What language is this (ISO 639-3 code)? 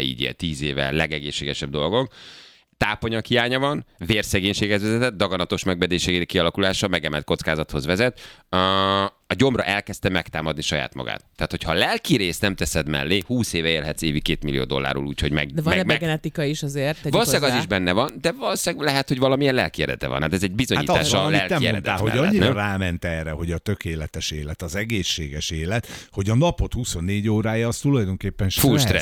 hun